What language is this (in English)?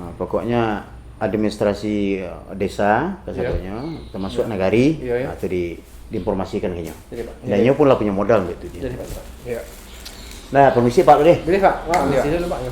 Minangkabau